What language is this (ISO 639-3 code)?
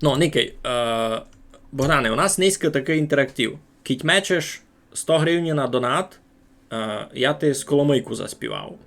rue